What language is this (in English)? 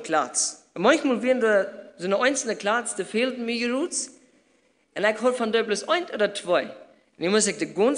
Plautdietsch